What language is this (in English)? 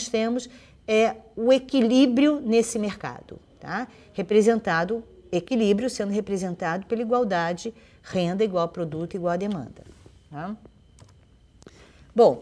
Portuguese